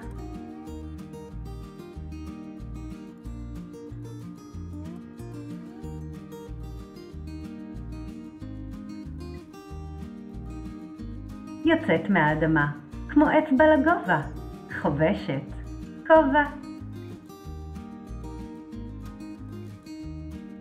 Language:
Hebrew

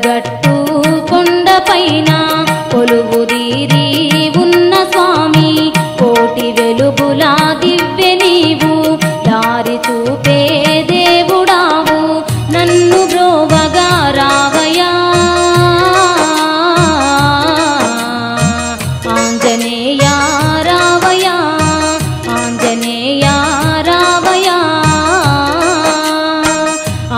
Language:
Telugu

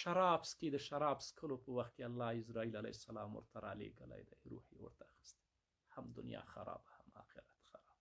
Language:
Pashto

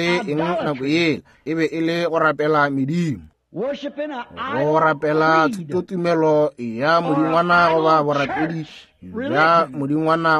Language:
Northern Sotho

